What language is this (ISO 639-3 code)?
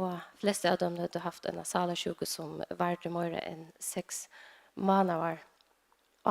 fao